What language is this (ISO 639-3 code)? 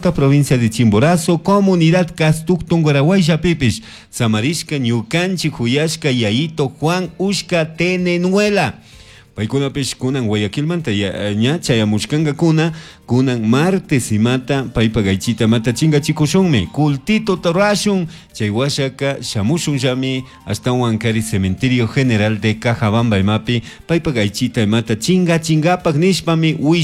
qug